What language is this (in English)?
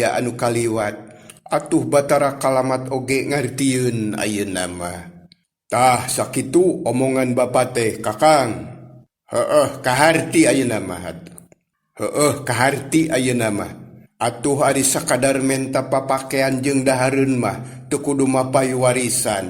Sundanese